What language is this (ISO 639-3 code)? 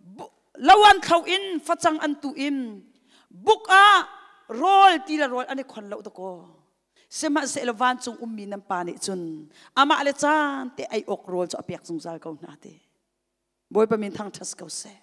cnh